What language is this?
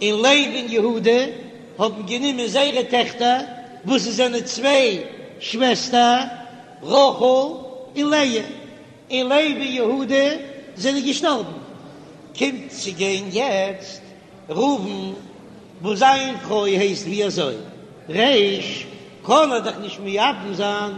Yiddish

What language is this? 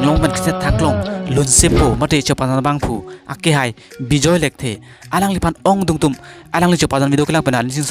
Karbi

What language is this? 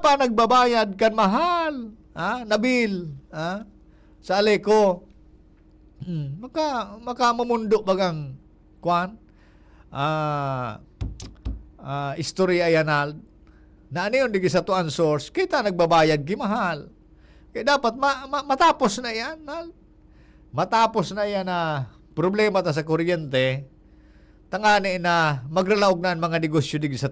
Bikol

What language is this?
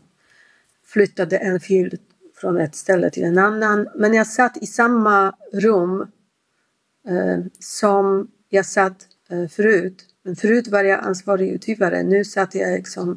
Swedish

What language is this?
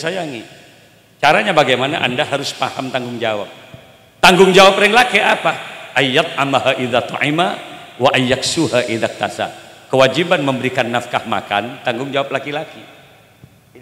Madurese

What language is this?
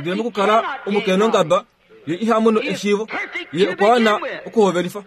Kuanyama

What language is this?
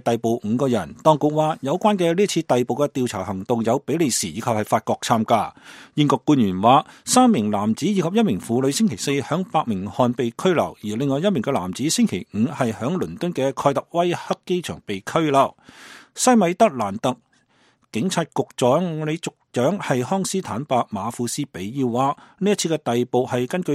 Cantonese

